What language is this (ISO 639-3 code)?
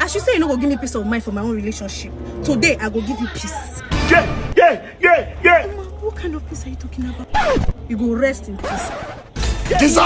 pcm